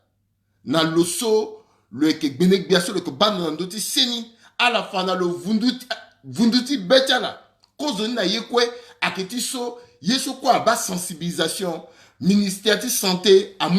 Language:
Sango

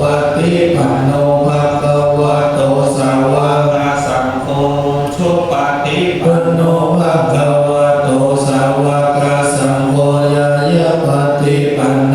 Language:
Pali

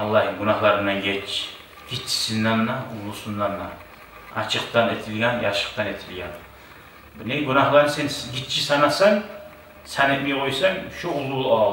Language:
Kumyk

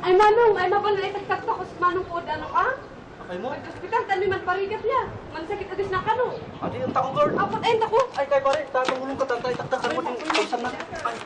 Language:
Kankanaey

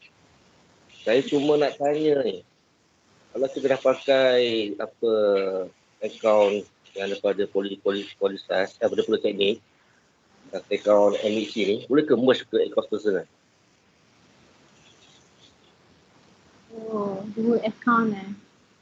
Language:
Malay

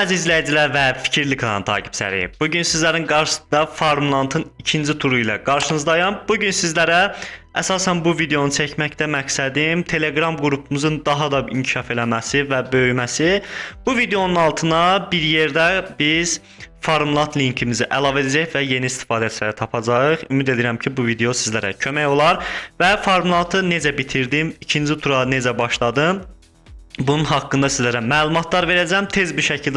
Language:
Azerbaijani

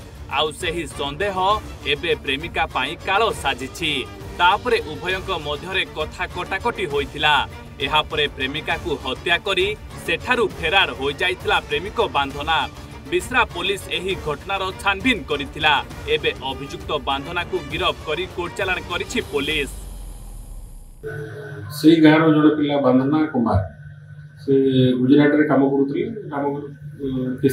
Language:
Odia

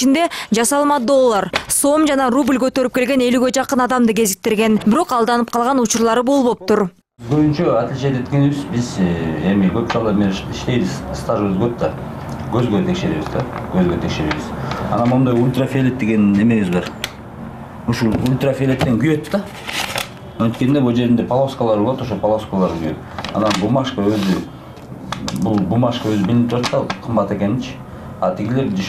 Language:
Kyrgyz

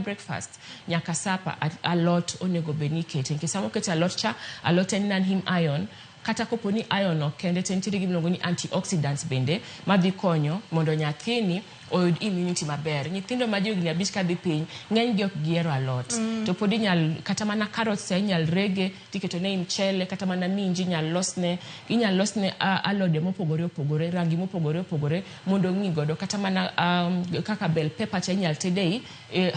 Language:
Luo (Kenya and Tanzania)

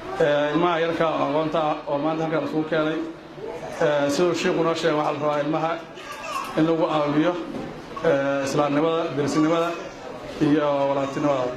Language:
Somali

